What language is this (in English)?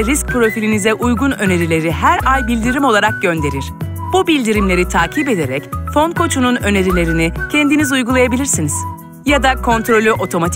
Turkish